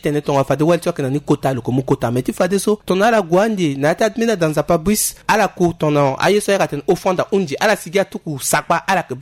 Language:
Sango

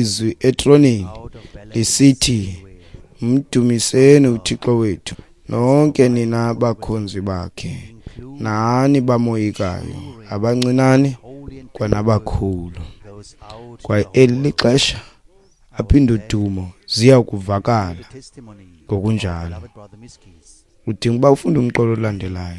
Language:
Xhosa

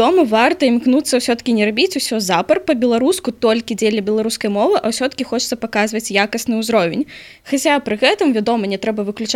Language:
Belarusian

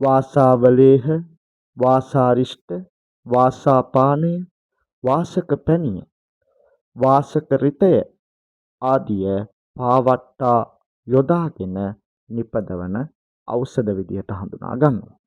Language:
Sinhala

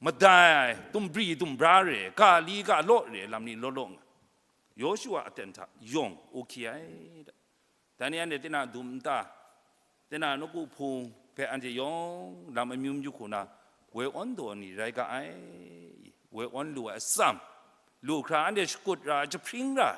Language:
Kachin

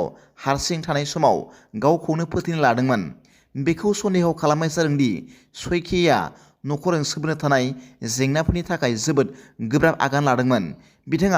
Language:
Bodo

